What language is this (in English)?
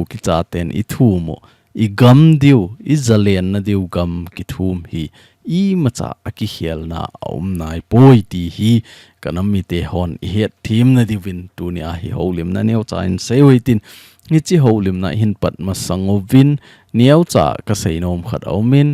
Thado Chin